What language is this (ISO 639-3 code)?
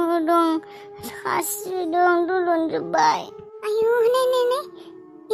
brx